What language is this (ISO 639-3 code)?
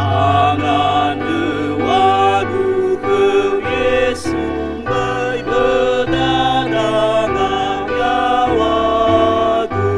nia